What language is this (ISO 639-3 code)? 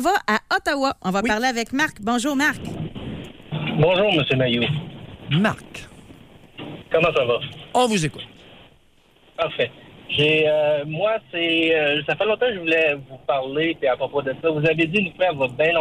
fra